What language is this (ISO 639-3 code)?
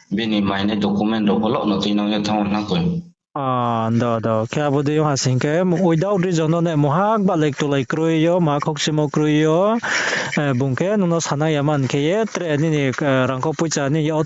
ria